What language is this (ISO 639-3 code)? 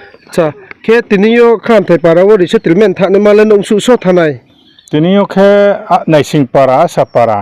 ria